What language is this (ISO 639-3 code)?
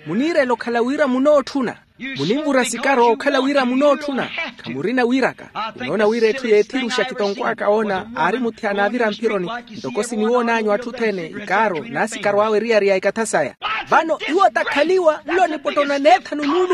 vmw